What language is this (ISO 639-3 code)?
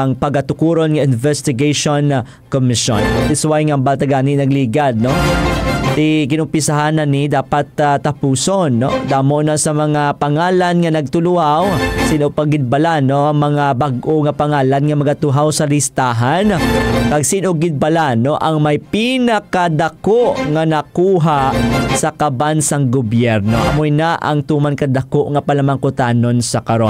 hil